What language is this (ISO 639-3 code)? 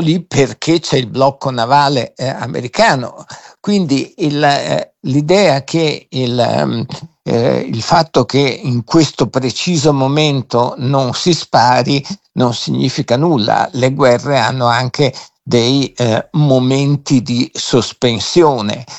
ita